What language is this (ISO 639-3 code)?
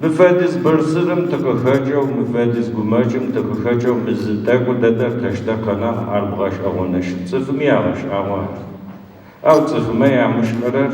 ady